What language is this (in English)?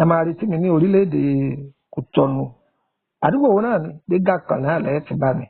Yoruba